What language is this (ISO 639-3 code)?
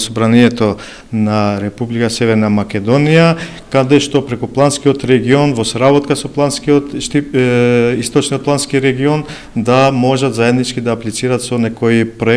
mkd